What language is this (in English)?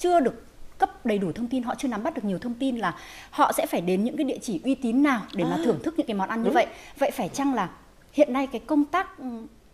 Vietnamese